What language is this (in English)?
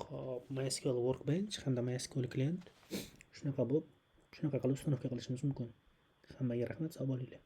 Uzbek